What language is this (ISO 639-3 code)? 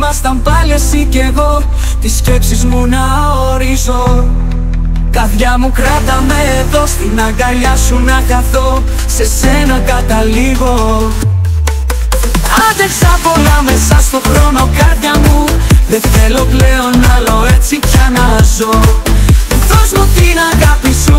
ell